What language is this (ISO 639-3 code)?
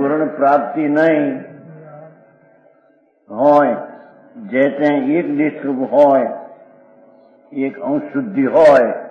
guj